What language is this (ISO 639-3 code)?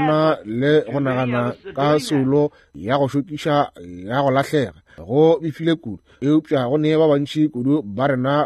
nso